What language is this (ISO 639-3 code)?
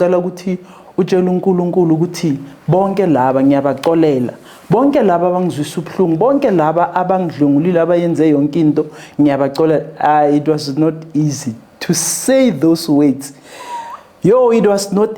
zul